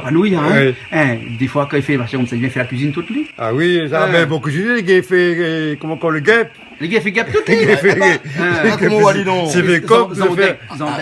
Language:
Réunion Creole French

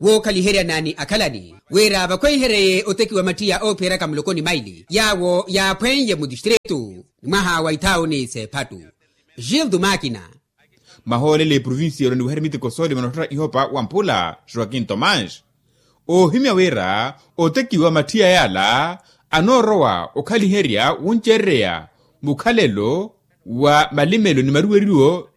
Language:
Makhuwa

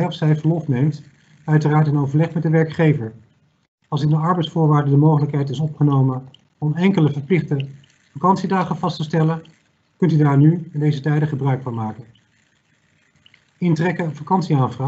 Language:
Dutch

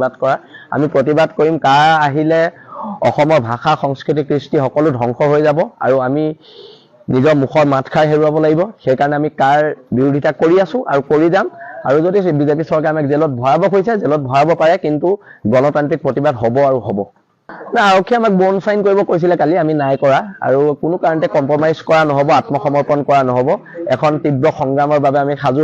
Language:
Assamese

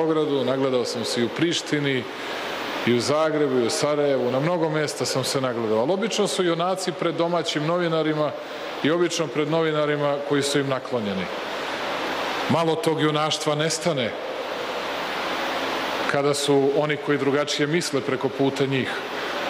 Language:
Serbian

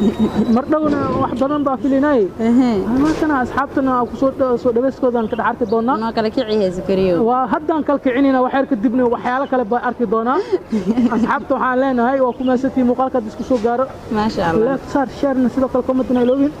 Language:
Somali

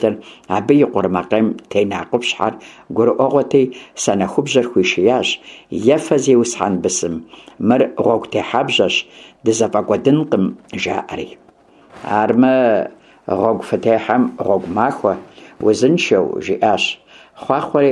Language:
Kabardian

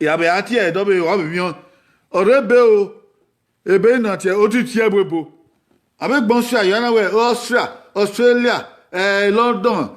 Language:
Bini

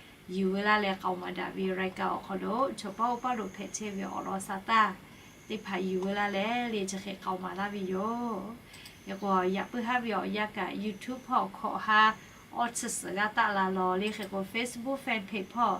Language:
Lahu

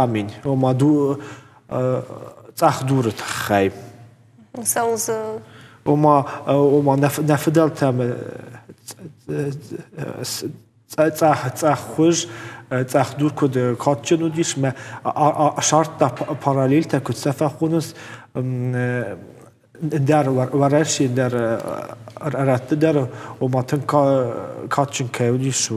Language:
Ossetic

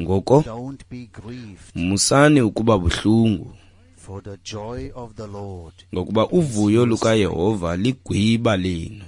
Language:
Xhosa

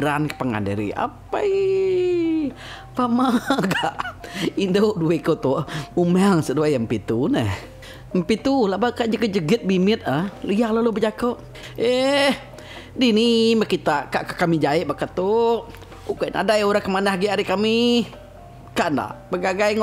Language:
Iban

